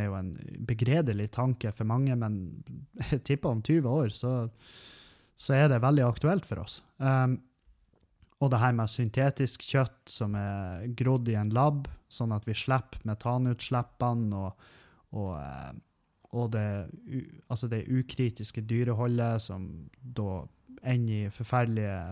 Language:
Norwegian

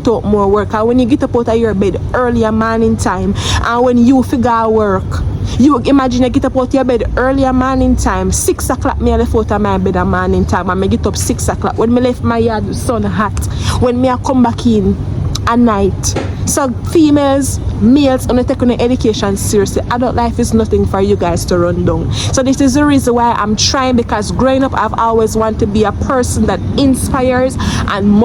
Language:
Jamaican Creole English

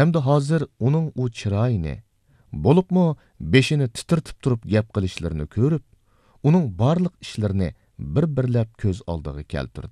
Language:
Uyghur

